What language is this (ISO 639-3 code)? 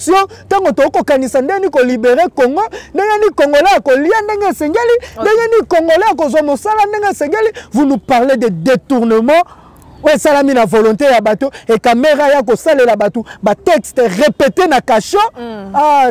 lin